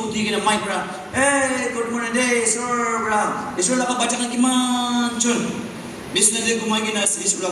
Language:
Naga Pidgin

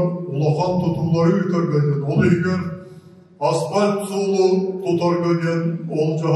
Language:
Yakut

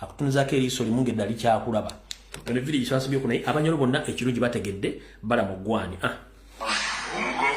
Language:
Ganda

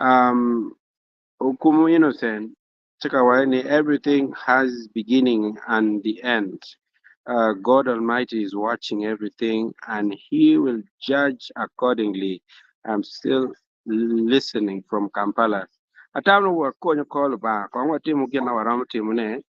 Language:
Acoli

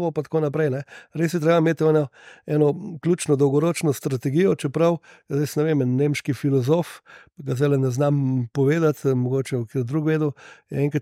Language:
Slovenian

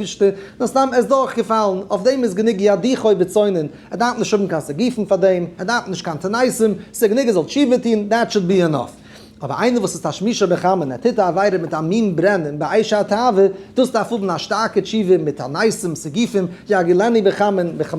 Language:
Yiddish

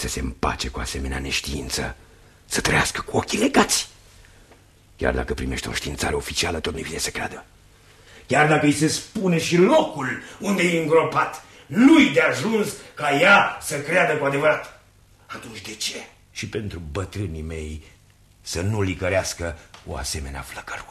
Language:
Romanian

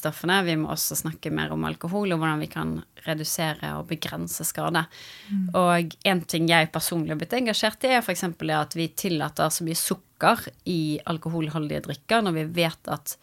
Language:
Norwegian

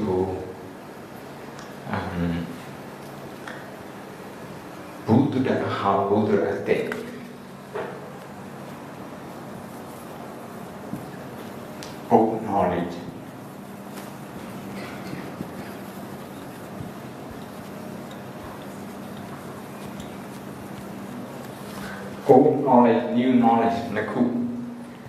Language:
Burmese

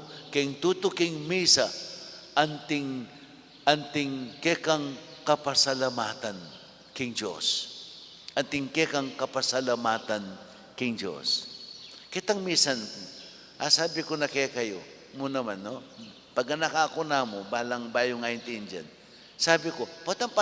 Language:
Pampanga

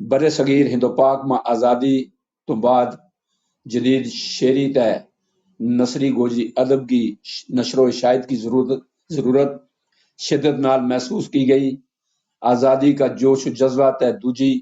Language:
Gujari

